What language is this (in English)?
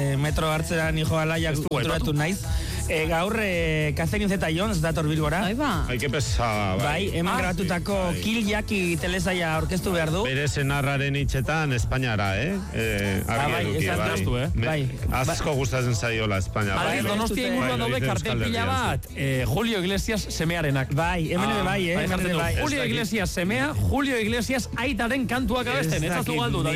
Basque